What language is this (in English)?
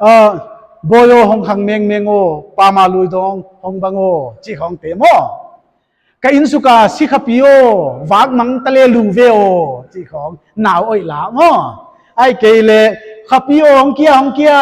Paite Chin